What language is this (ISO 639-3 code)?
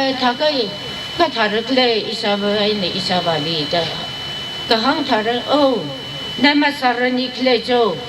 nmf